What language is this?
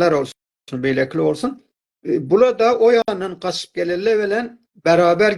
South Azerbaijani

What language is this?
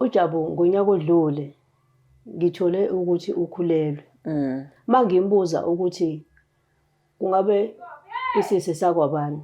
Zulu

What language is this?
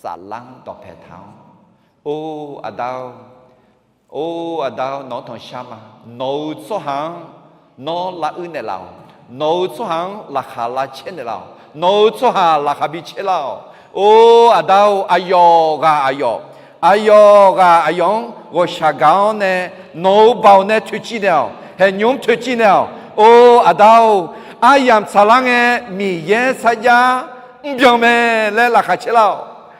Akha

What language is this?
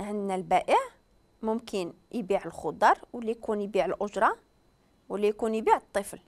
Moroccan Arabic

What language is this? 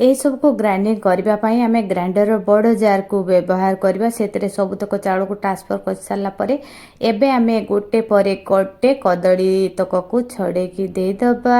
Odia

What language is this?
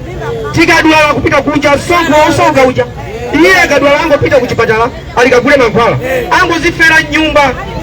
Nyanja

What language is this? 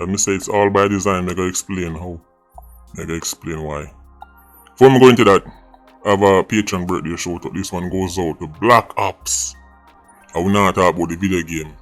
Jamaican Creole English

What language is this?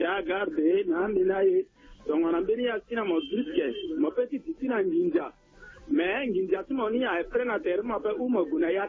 Sango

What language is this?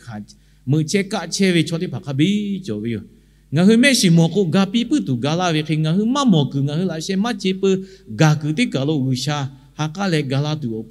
Lahu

